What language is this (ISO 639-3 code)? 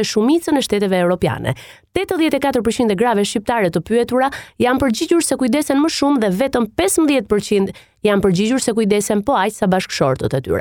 sqi